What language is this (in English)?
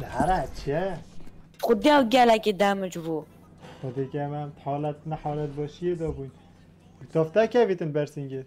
Kurdish